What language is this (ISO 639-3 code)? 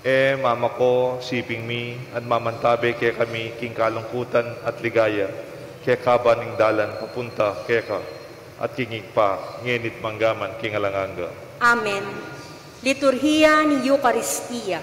pam